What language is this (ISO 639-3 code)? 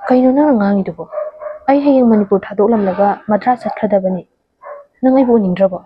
mni